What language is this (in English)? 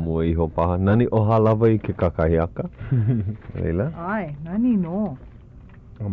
Hawaiian